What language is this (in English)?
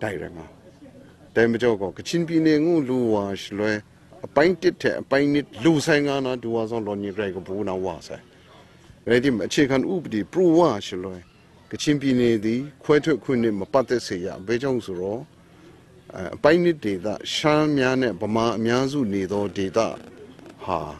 Kachin